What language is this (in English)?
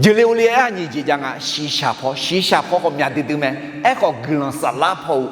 Akha